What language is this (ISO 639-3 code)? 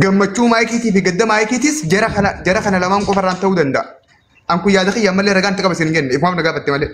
orm